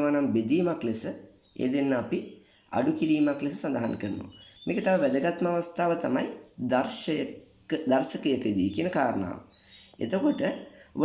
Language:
Sinhala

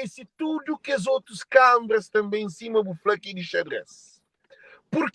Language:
Kabuverdianu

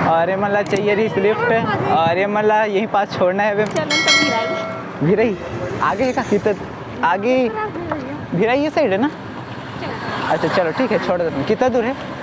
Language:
Chhattisgarhi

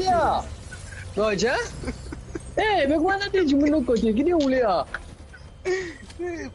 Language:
Morisyen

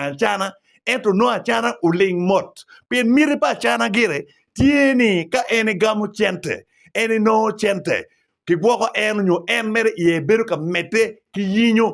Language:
Acoli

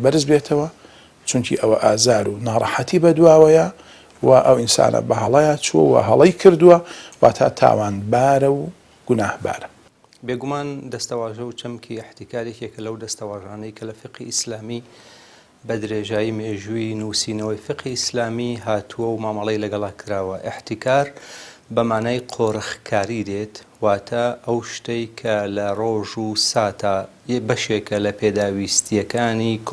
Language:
Central Kurdish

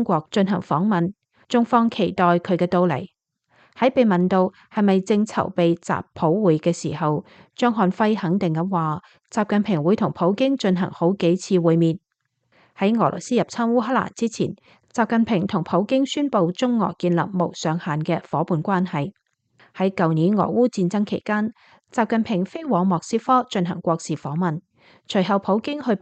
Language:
Cantonese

